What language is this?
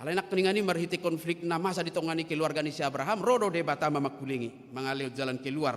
Batak Toba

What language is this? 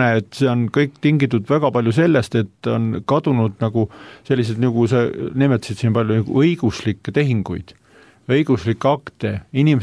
Estonian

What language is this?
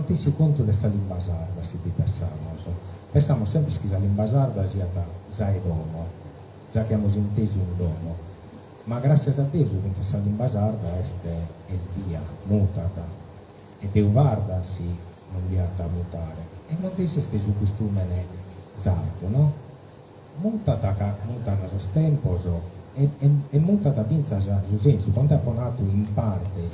Sardinian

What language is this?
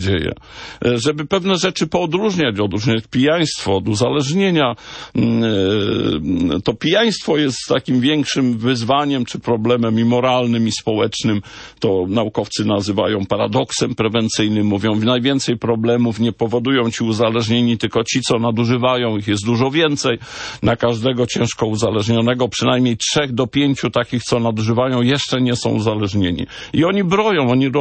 Polish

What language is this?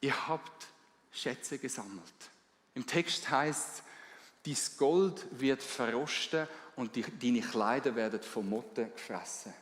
Swiss German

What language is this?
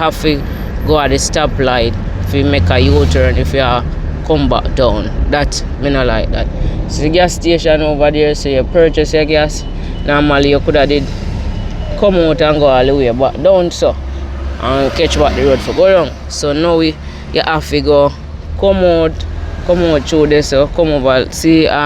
Jamaican Creole English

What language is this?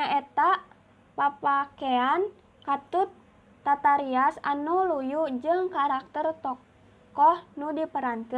Sundanese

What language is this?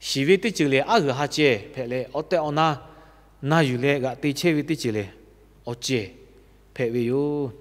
Lahu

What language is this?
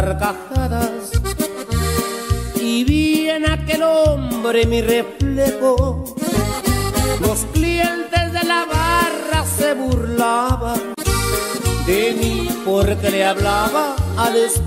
Spanish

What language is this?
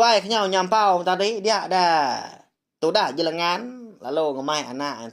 Iban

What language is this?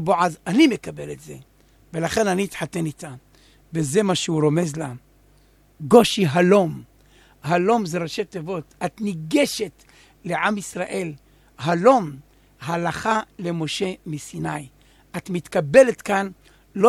Hebrew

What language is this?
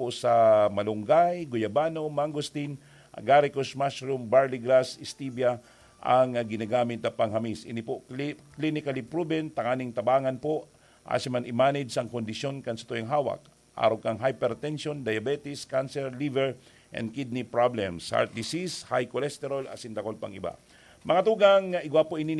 Bikol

